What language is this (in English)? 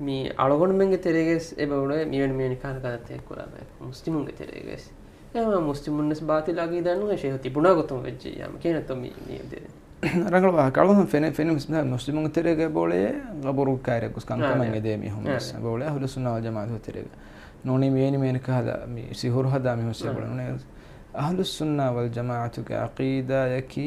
Divehi